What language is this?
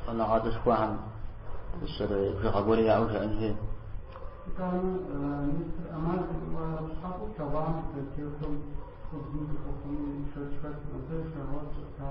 Kabardian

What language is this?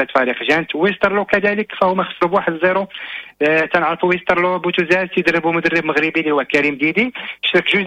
Moroccan Arabic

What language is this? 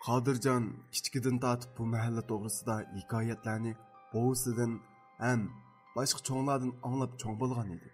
Uyghur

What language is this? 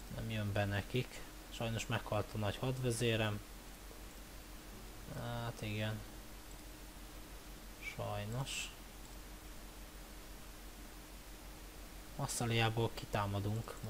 Hungarian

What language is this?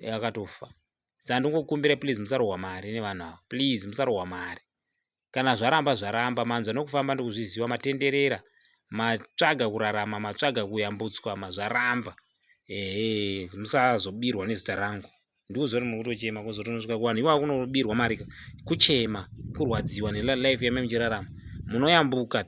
Shona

